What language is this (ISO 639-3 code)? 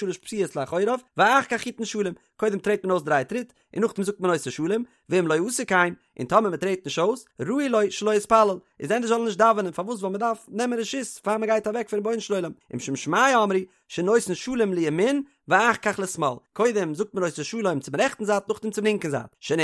yid